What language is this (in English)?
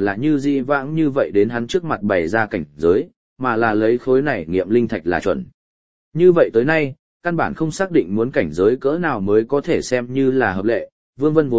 Vietnamese